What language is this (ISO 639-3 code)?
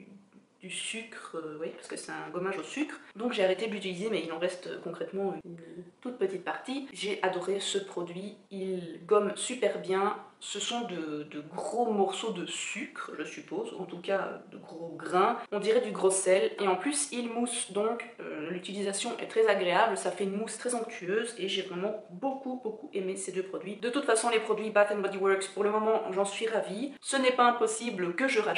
fra